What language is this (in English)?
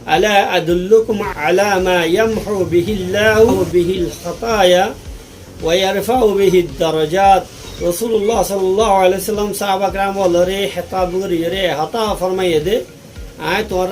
Rohingya